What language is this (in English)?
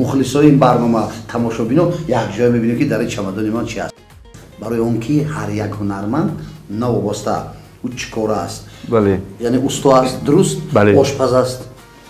Tajik